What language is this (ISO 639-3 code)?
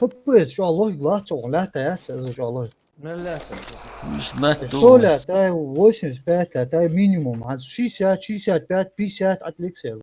inh